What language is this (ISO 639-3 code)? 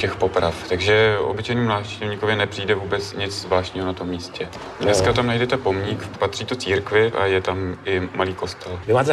ces